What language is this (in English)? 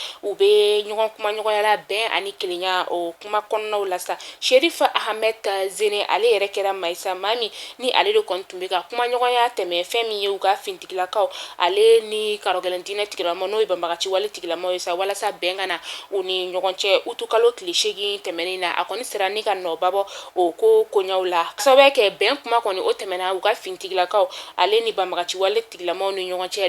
Bambara